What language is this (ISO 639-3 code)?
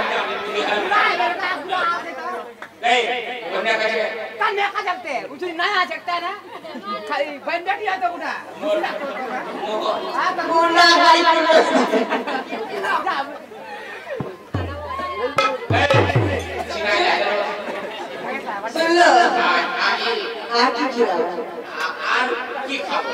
bho